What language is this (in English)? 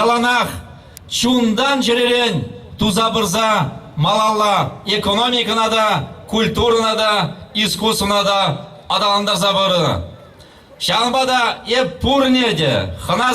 Chuvash